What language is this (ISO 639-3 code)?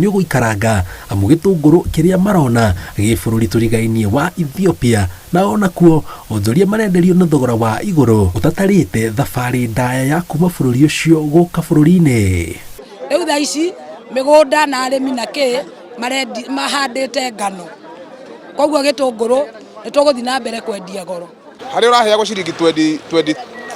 kik